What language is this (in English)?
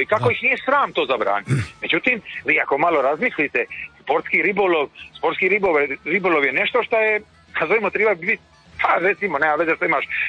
Croatian